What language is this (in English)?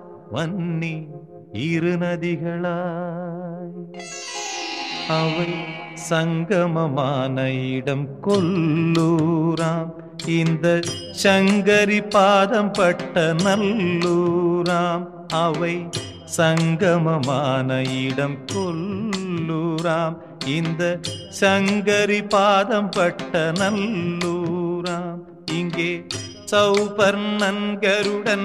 Tamil